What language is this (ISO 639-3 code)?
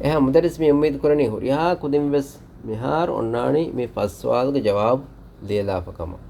div